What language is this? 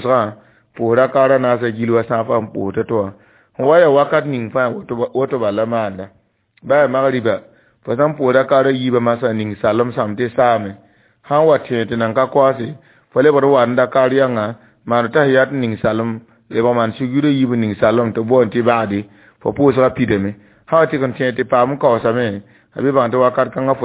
Mossi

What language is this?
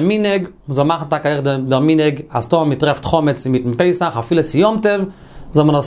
Yiddish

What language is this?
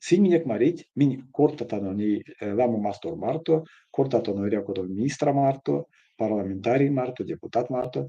Erzya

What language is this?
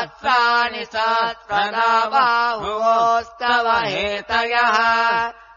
Sanskrit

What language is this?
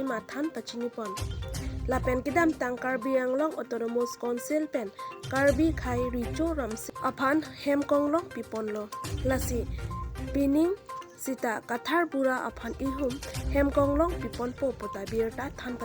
Karbi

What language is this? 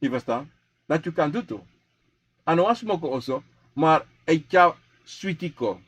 Sranan Tongo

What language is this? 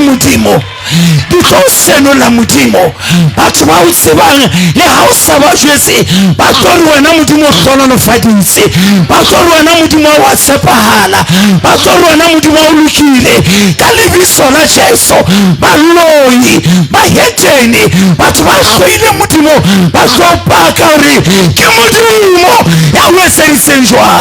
Southern Sotho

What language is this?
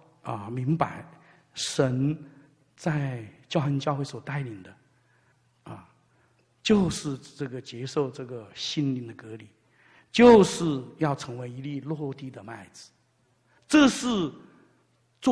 Chinese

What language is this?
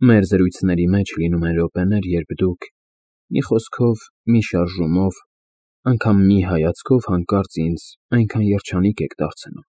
Armenian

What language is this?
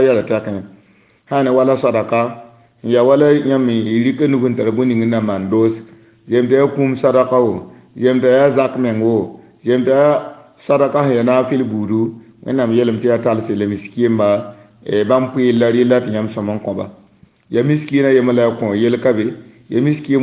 Mossi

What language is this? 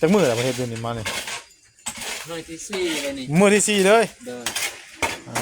Northeastern Thai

